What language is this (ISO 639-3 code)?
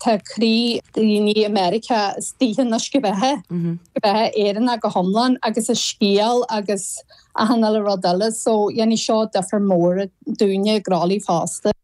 gle